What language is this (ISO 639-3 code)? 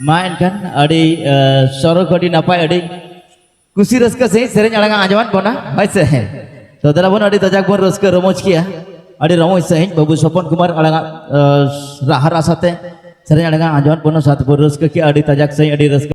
sat